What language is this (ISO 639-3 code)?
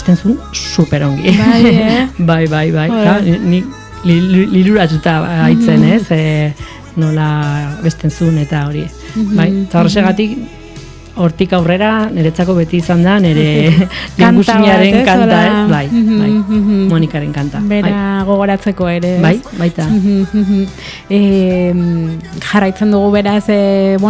eus